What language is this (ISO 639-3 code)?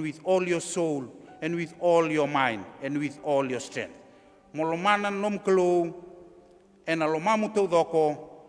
fij